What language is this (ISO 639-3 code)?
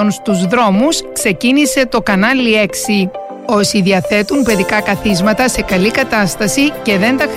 ell